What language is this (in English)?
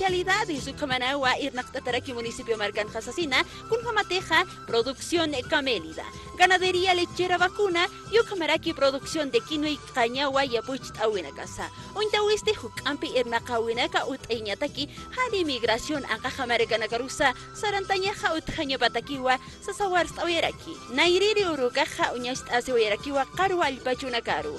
Aymara